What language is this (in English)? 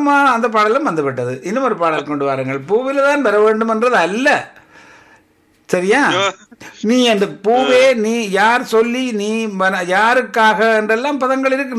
Tamil